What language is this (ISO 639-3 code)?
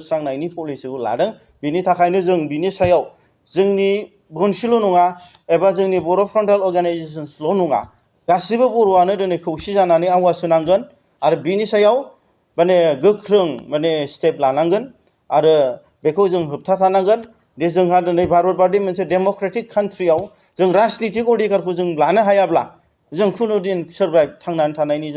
brx